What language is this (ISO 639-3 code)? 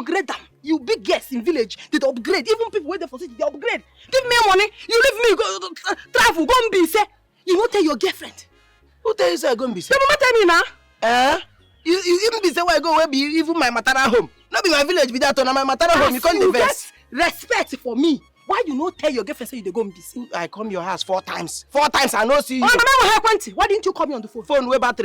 pcm